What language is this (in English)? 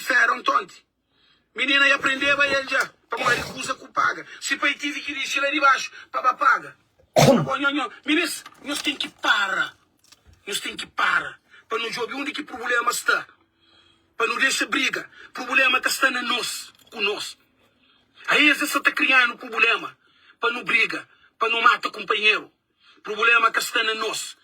Kabuverdianu